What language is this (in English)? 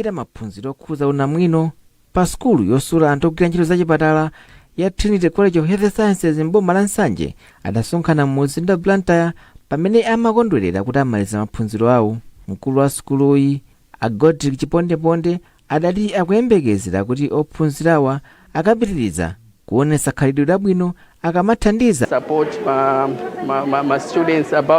Nyanja